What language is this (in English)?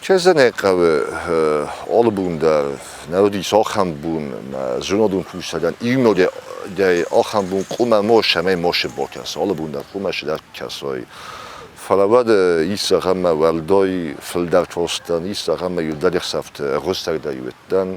Ossetic